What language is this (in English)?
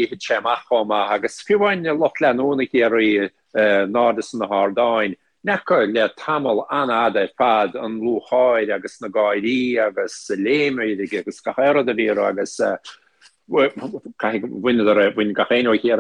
Irish